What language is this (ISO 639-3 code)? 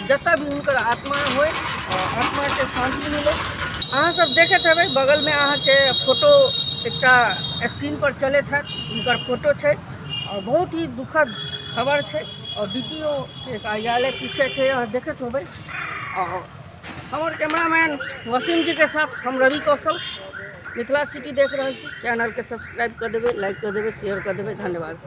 mai